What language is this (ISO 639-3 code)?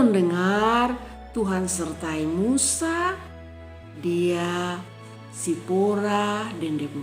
mkn